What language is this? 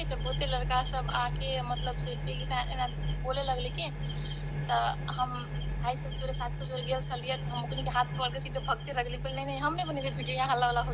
Maithili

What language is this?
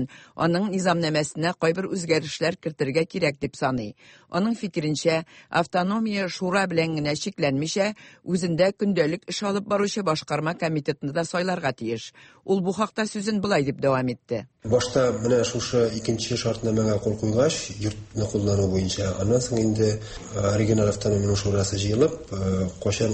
Tatar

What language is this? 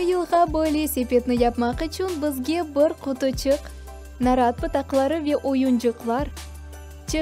Crimean Tatar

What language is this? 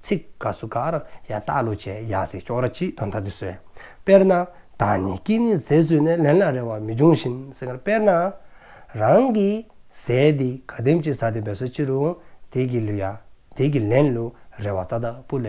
Dzongkha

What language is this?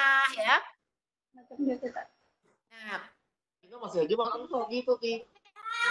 Indonesian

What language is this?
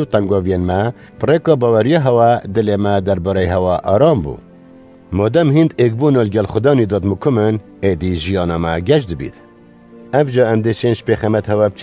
Kurdish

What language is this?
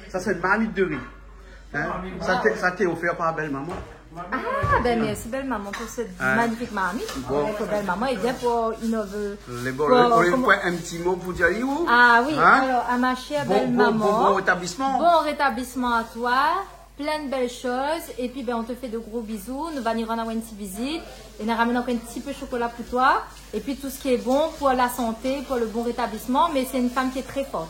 Réunion Creole French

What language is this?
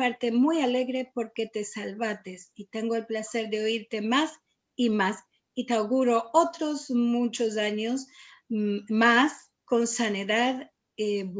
Ladino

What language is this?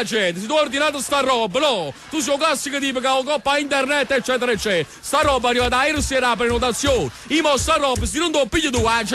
Neapolitan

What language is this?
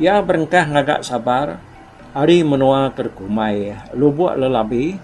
Iban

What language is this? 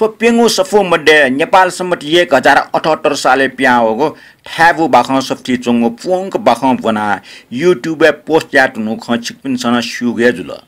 Newari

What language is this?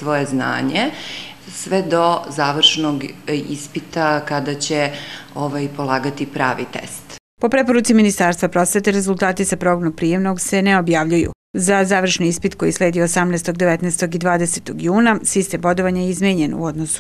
Serbian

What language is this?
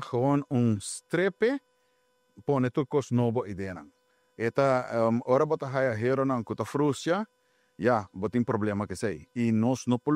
Papiamento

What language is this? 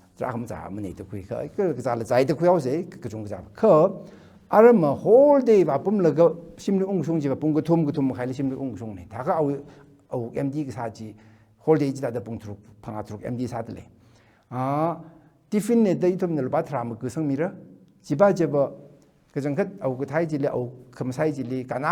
Tangkhul Naga (India)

